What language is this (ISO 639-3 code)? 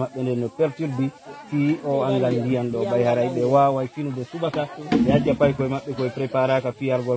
ful